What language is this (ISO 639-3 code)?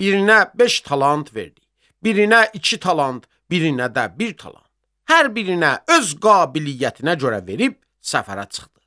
aze